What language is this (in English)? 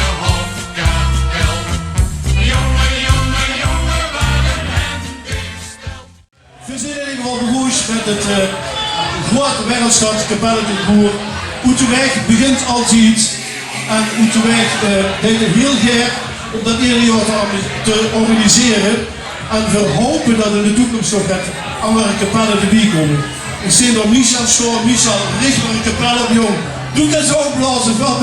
Limburgish